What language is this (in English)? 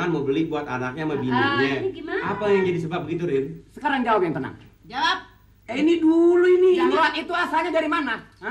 Betawi